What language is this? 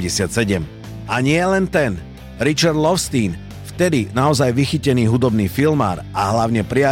Slovak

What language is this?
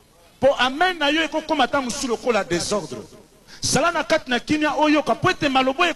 Lingala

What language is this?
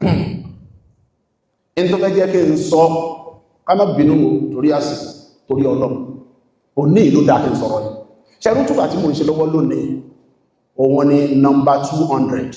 Yoruba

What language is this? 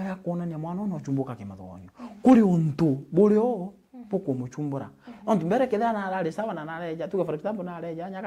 Meru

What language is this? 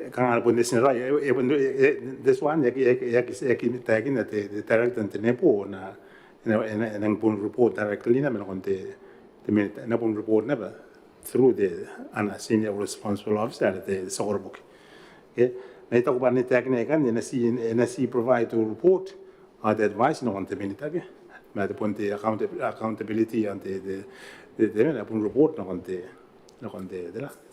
Gilbertese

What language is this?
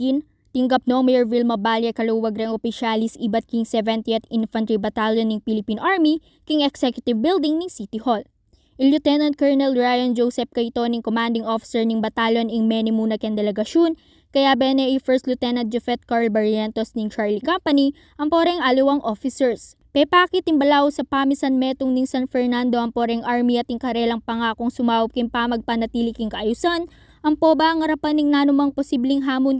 Pampanga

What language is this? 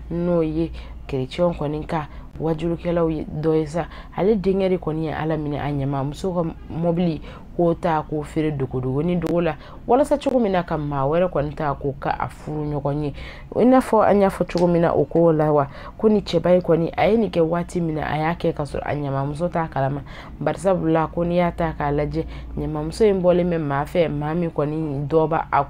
Bambara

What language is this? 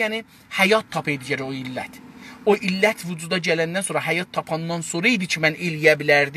South Azerbaijani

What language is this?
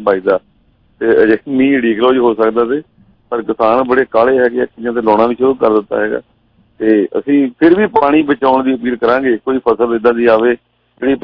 Punjabi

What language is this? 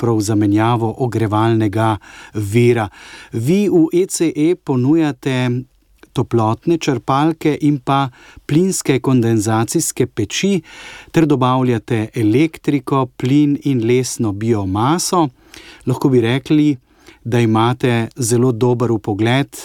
Slovenian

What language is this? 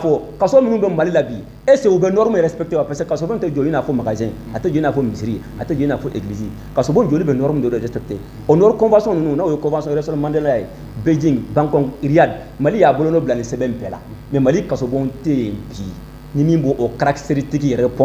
Bambara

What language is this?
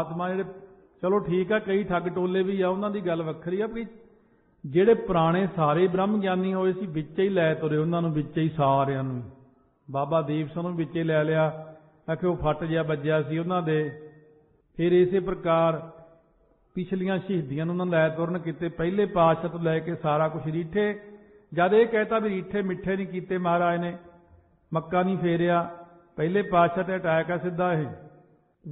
Punjabi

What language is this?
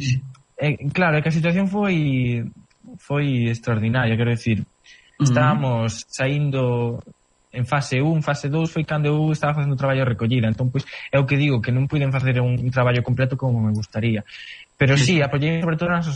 Galician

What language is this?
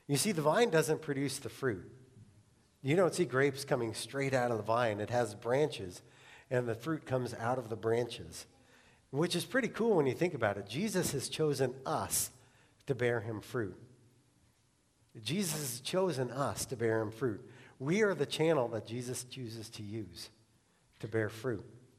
English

